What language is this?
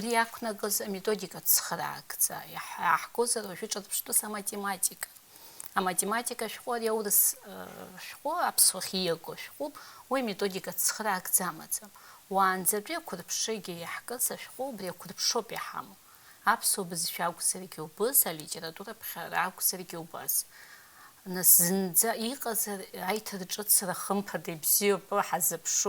Abkhazian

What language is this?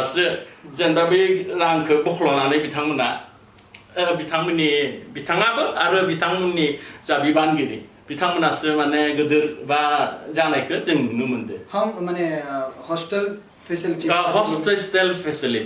Bodo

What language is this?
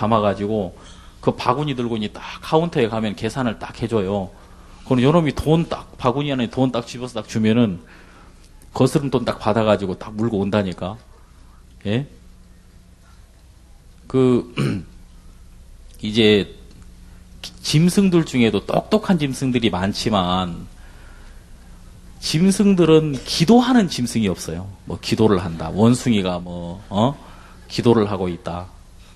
Korean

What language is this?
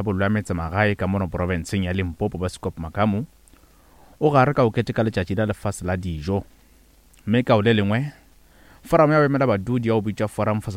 Northern Sotho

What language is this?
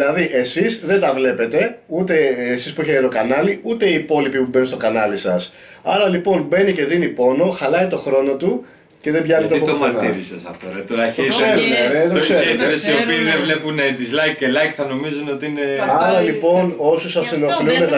Greek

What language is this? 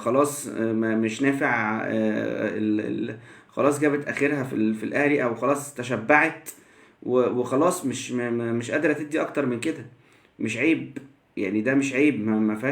Egyptian Arabic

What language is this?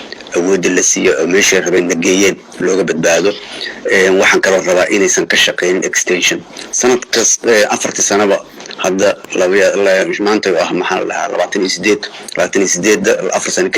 Somali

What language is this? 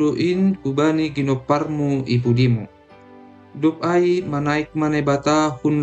Batak Simalungun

